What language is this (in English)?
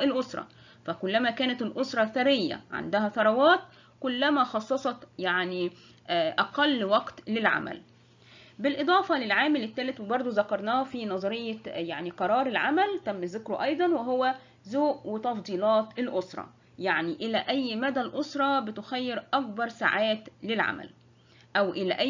Egyptian Arabic